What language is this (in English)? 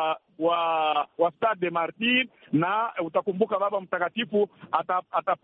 Swahili